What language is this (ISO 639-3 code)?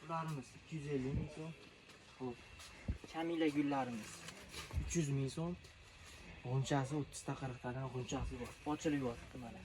uzb